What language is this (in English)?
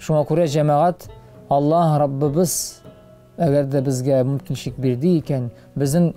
Tatar